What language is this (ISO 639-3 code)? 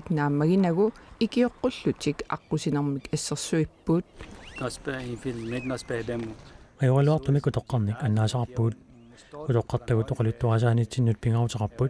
kal